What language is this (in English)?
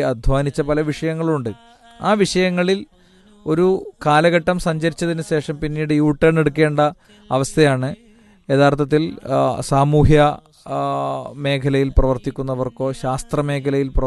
Malayalam